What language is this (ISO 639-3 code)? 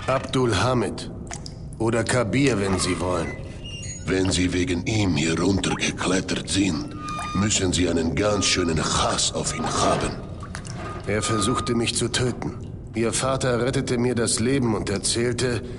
bar